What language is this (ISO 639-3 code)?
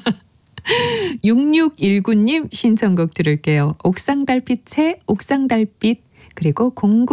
kor